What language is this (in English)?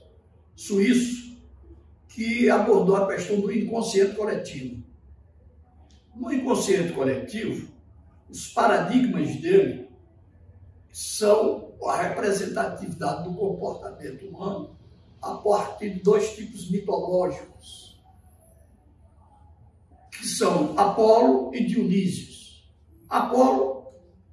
Portuguese